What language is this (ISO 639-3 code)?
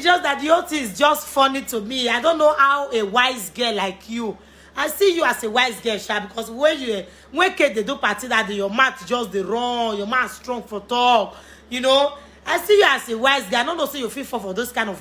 pcm